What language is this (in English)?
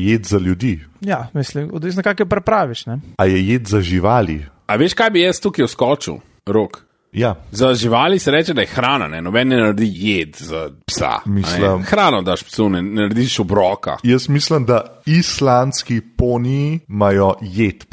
Slovenian